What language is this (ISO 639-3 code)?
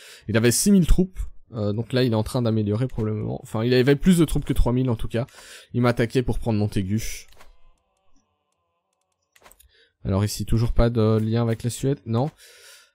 fra